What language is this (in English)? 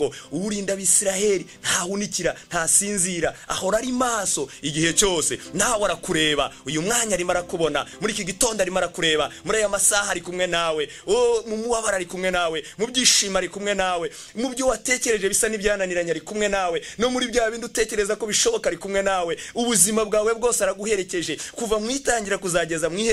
Kinyarwanda